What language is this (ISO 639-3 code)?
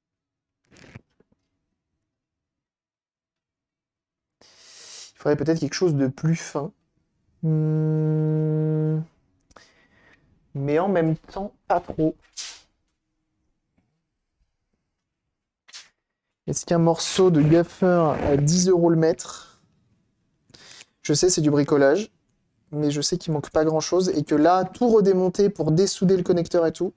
fra